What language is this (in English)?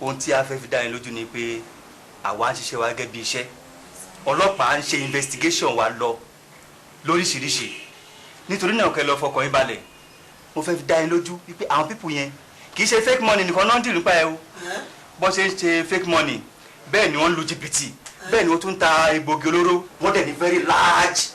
Yoruba